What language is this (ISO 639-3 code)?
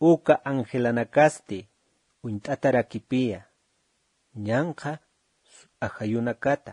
aym